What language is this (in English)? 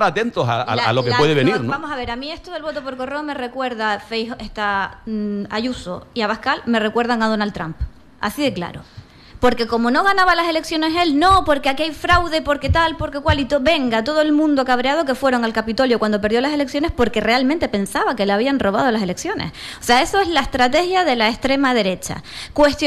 Spanish